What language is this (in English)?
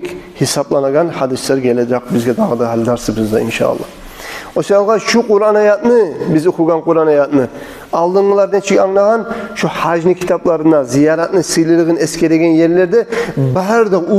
Kumyk